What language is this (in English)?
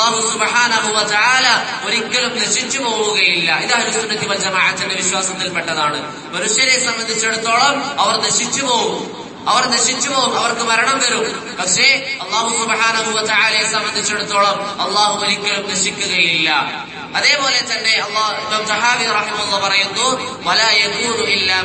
Malayalam